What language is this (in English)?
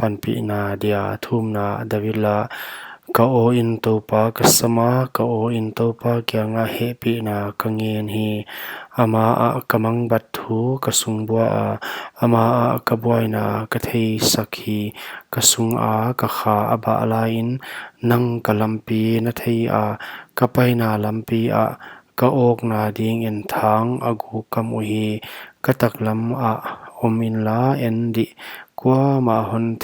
Paite Chin